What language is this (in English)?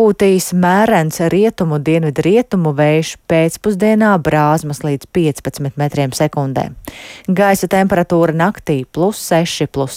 Latvian